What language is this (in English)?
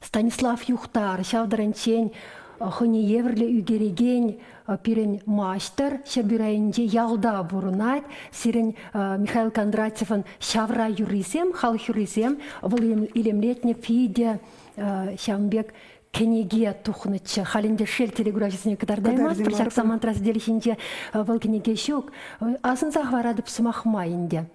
Chuvash